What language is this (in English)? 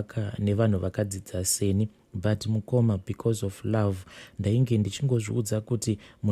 Shona